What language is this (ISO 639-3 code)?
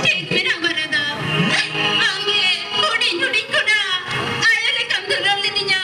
sat